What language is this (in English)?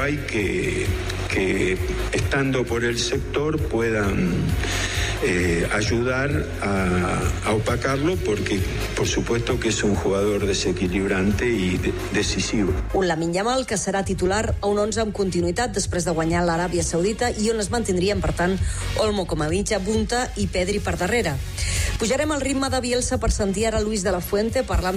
Catalan